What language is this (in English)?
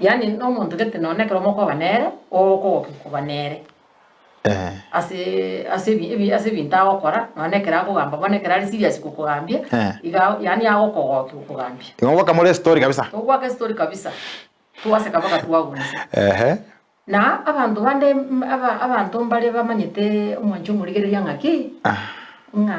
Gusii